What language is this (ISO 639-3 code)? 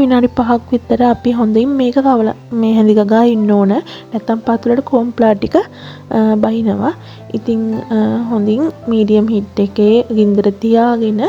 sin